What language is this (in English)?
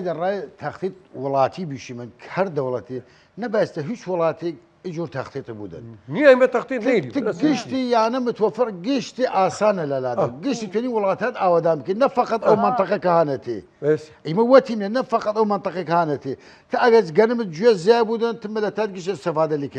Southern Kurdish